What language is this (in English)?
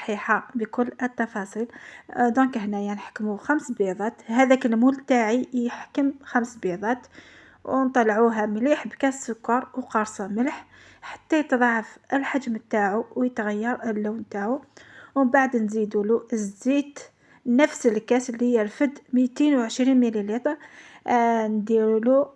Algerian Arabic